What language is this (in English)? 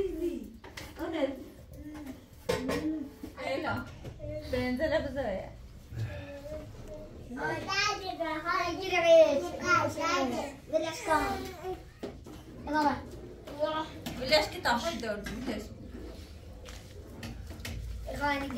Persian